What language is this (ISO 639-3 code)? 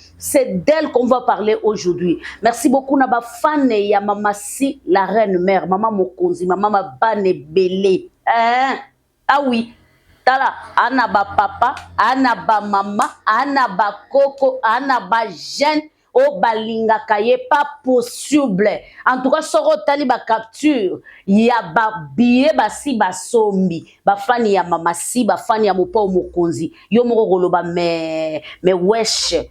lin